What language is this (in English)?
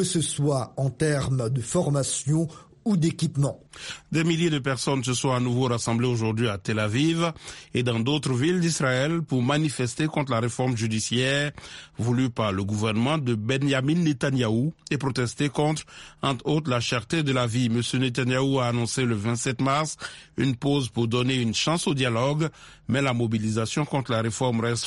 French